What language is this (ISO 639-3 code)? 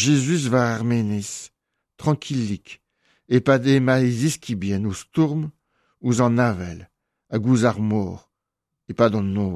bre